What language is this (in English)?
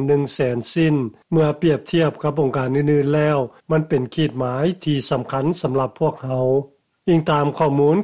Lao